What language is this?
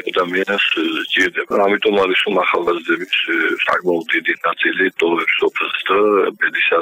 Georgian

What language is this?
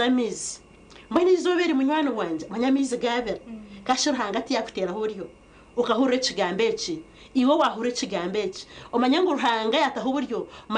Nyankole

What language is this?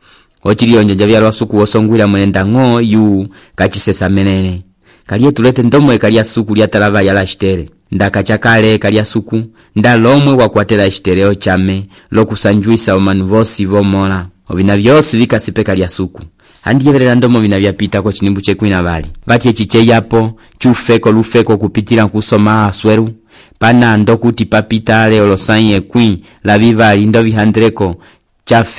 Umbundu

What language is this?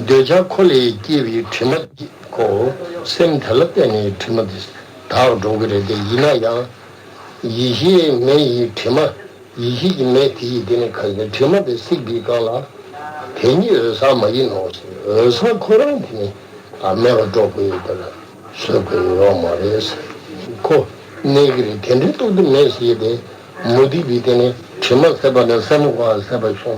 Tibetan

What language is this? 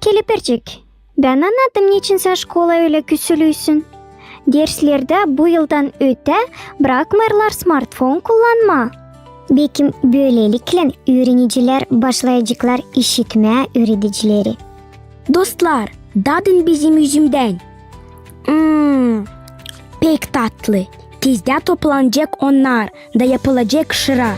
Gagauz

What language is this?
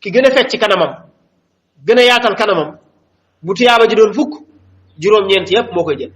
Wolof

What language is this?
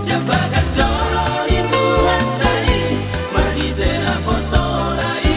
Batak Toba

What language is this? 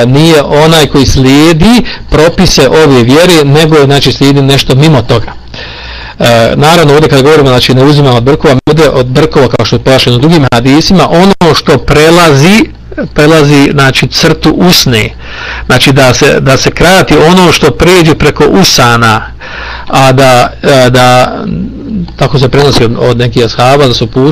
Bosnian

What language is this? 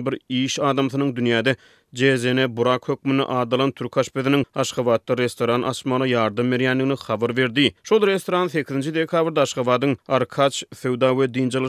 Turkmen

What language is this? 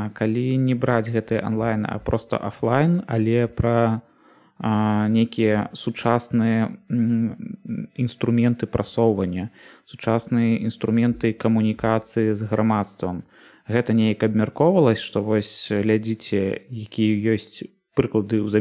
Belarusian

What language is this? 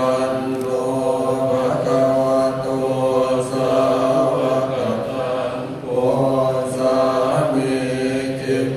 Pali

